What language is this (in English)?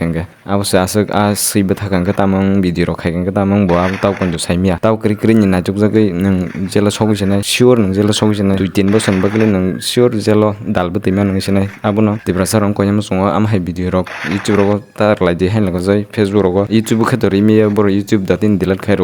Kok Borok